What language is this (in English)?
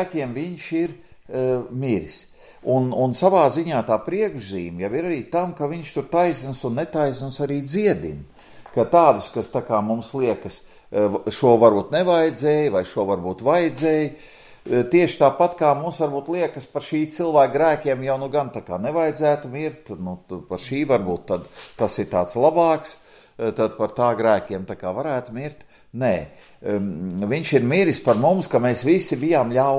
Latvian